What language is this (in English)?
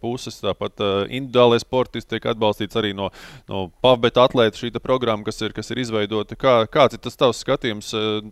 Latvian